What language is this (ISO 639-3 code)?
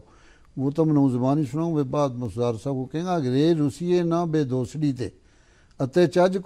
gju